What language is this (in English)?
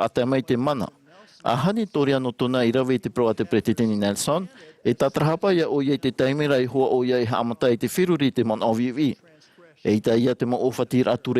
Tahitian